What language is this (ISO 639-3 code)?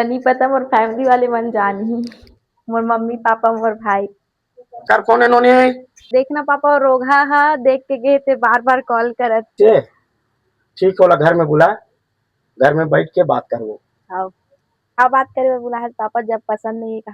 hne